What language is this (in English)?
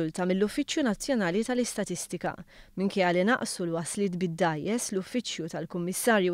Maltese